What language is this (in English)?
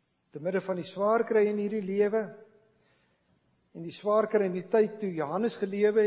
Afrikaans